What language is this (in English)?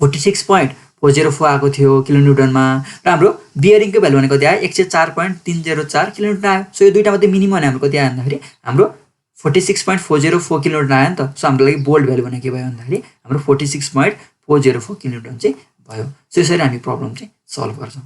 Nepali